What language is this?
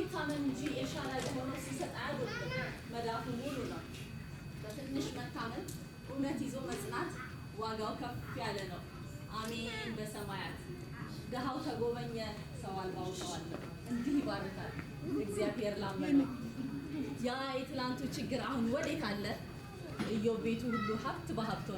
Amharic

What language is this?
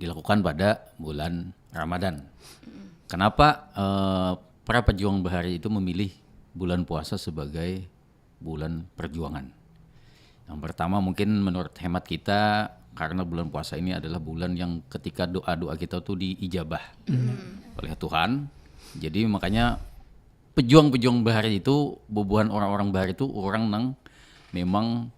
Banjar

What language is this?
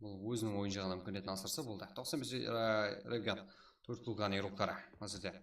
Kara-Kalpak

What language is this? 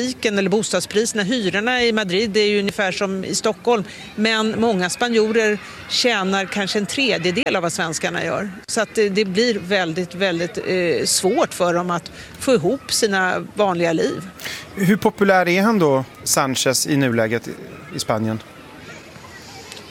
Swedish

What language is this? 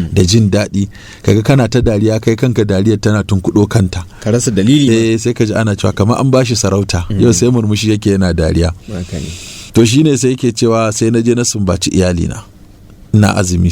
Hausa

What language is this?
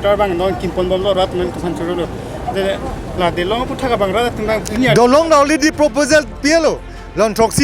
Karbi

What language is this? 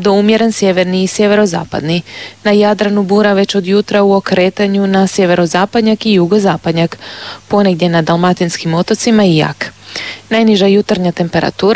Croatian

